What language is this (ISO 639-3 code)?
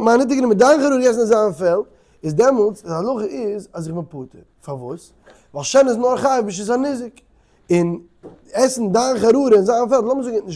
yid